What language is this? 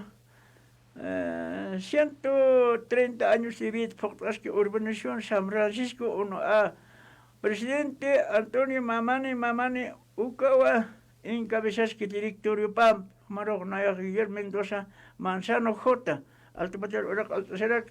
Aymara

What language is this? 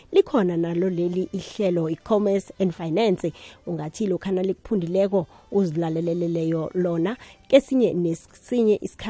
South Ndebele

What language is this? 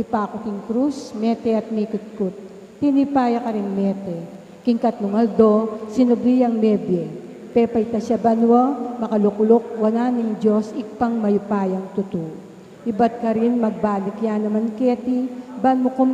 Pampanga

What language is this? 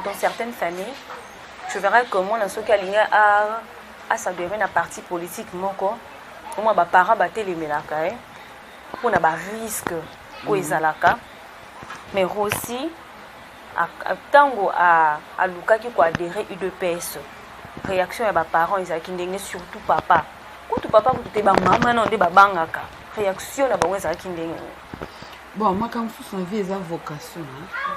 Lingala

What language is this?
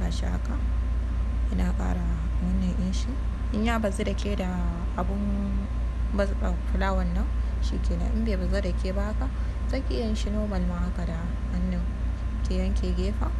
Hausa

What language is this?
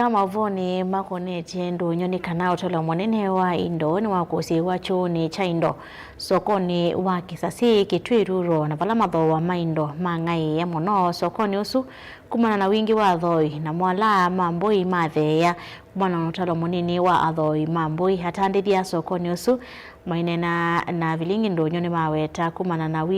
Kamba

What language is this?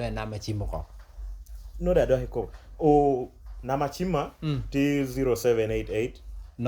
Lango (Uganda)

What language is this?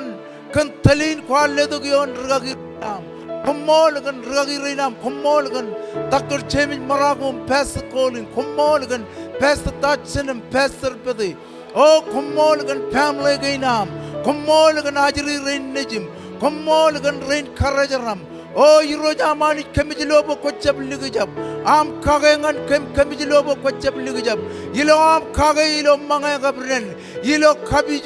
Marshallese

